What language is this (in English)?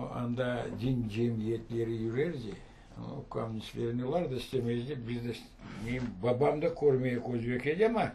Crimean Tatar